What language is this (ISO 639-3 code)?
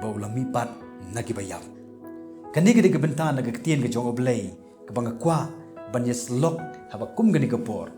kha